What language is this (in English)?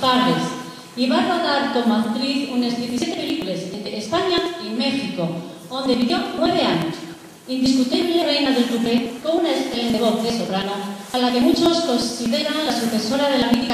Asturian